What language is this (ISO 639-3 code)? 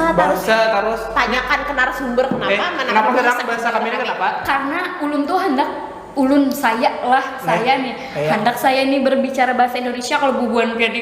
bjn